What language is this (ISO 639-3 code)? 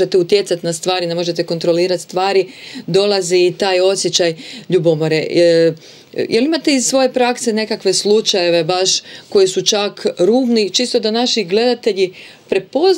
hrv